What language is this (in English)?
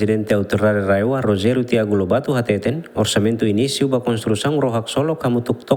Tetum